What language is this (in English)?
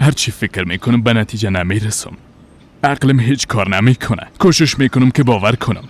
Persian